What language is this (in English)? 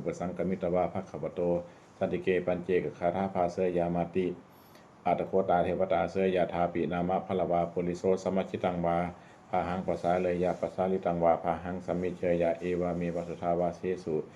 Pali